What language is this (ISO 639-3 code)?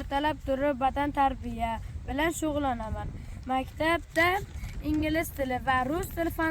uzb